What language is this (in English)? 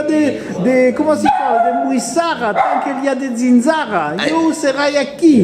Occitan